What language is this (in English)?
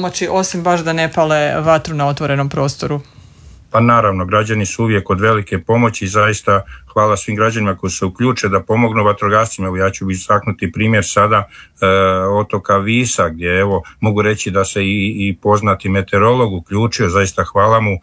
Croatian